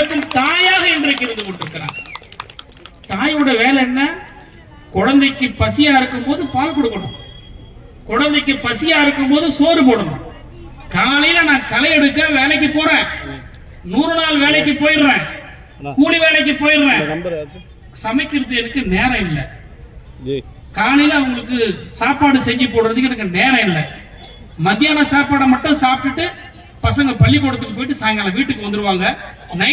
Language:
Tamil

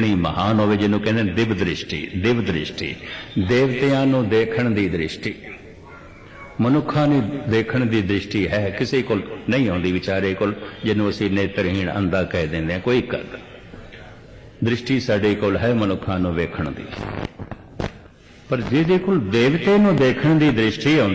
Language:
Punjabi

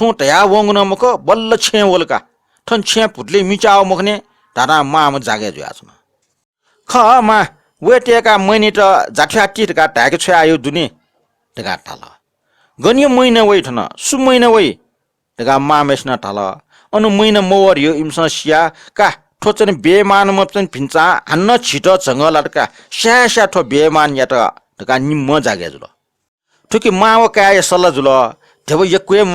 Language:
Newari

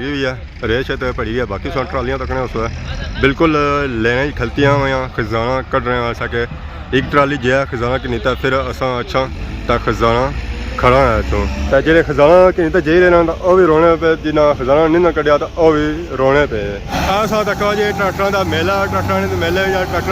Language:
Pahari-Potwari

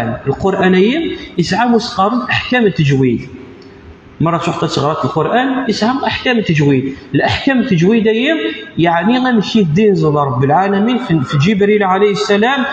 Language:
Kabyle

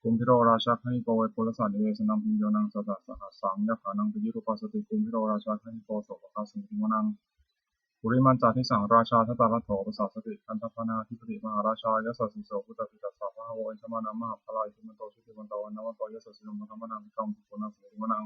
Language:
Pali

